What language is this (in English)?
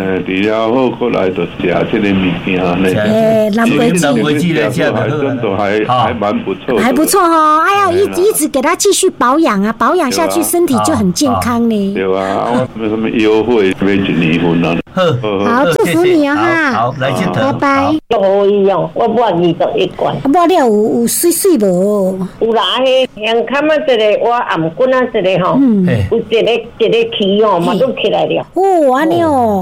Min Nan Chinese